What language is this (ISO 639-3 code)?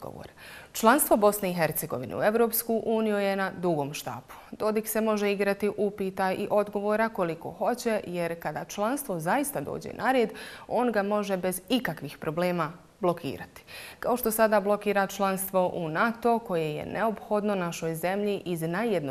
bos